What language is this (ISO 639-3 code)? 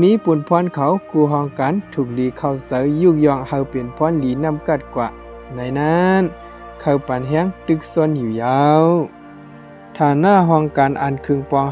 shn